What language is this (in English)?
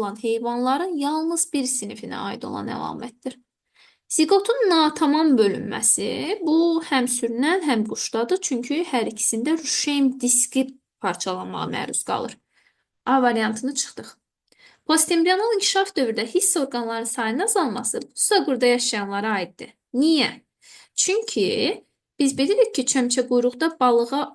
Azerbaijani